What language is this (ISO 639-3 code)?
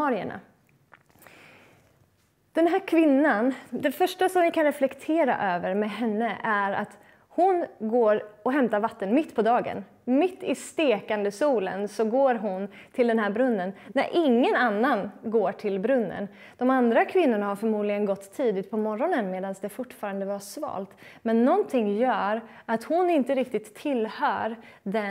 swe